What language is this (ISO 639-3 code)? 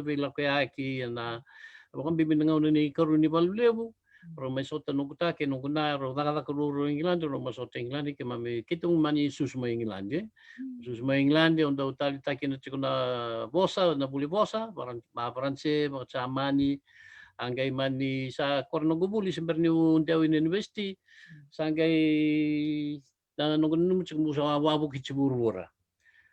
fij